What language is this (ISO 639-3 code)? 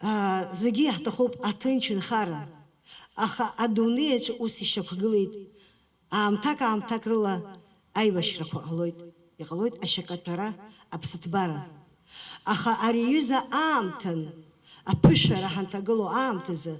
abk